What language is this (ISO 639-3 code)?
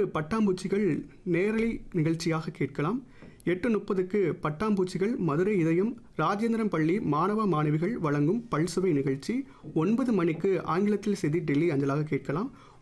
tam